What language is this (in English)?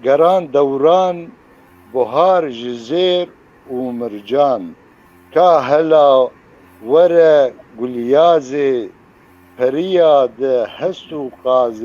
Kurdish